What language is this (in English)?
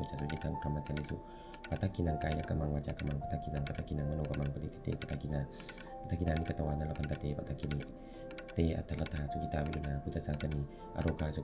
Pali